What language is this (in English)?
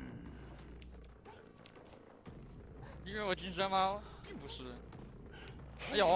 Chinese